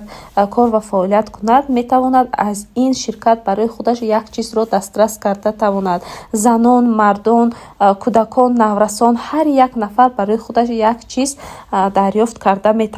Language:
Tajik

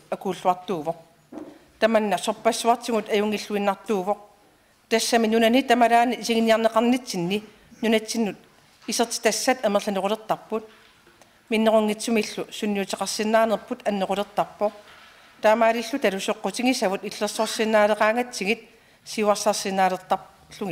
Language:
Kalaallisut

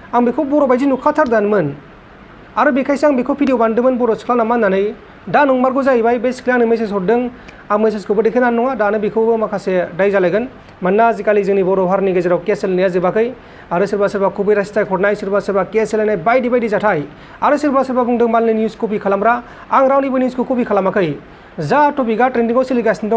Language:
Bodo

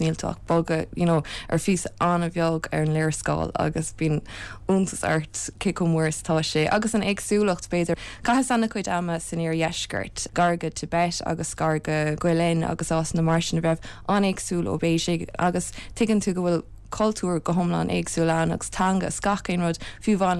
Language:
Irish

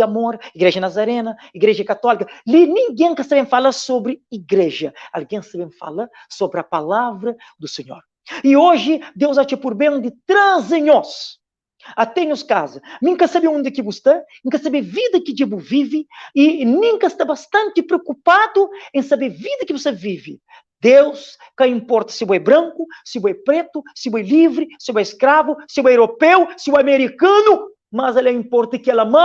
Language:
Kabuverdianu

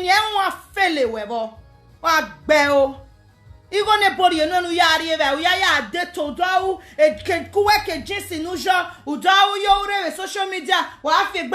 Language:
Nigerian Pidgin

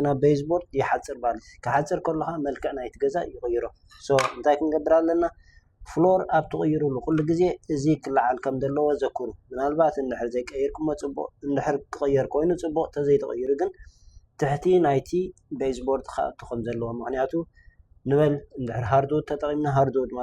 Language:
Tigrinya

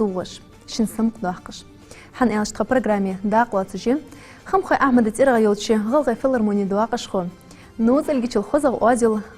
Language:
Ingush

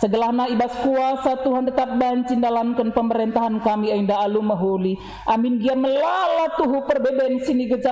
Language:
Batak Karo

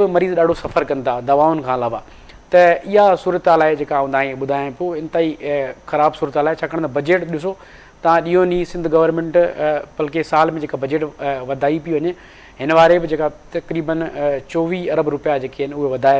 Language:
Sindhi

